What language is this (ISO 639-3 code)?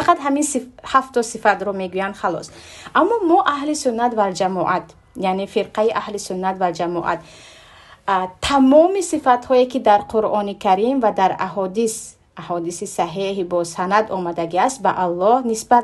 tgk